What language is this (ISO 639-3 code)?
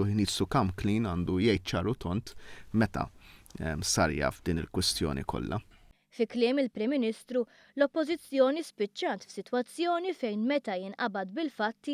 mlt